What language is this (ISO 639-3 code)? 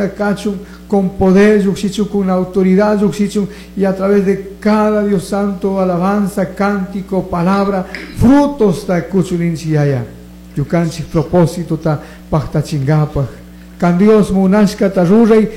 qug